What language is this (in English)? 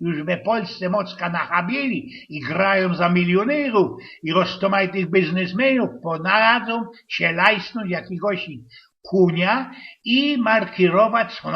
Silesian